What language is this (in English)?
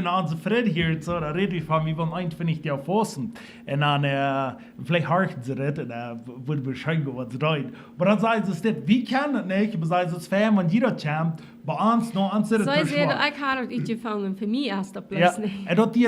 Plautdietsch